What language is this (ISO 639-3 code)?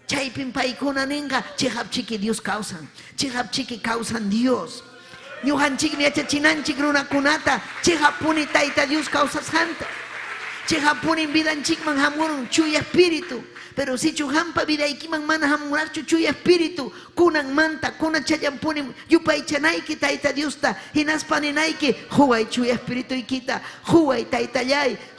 quy